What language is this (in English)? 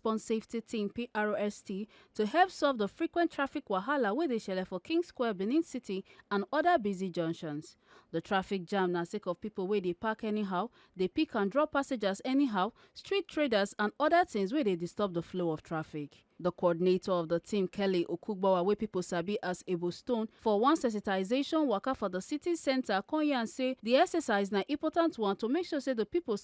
Nigerian Pidgin